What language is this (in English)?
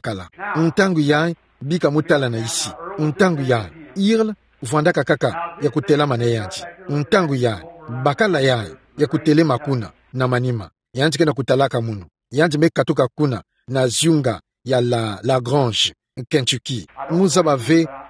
Kituba (Democratic Republic of Congo)